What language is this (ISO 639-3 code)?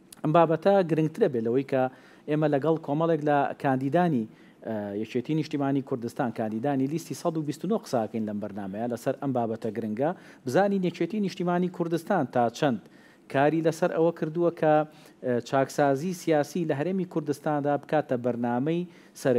ckb